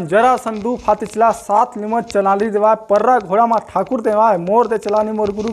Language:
Chhattisgarhi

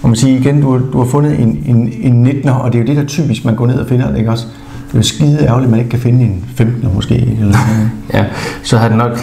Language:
Danish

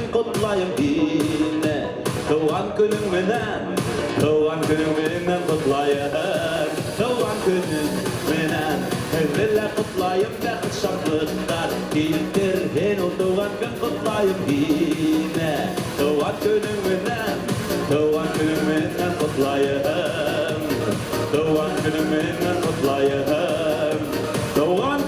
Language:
Bashkir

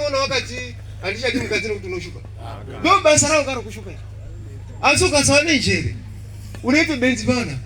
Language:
Shona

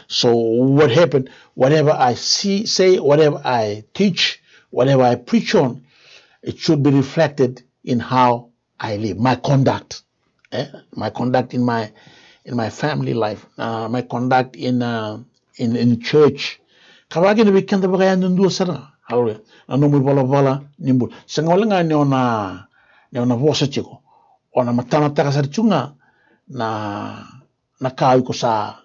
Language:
Fijian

